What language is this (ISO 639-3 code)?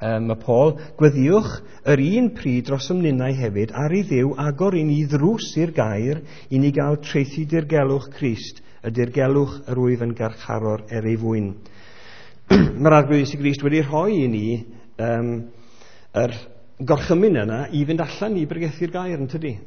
cym